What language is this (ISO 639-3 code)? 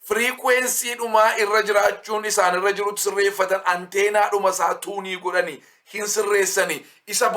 orm